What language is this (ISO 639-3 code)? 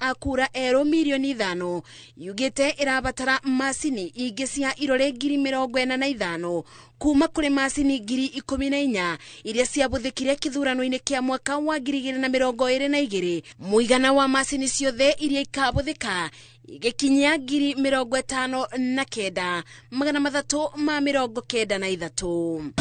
kik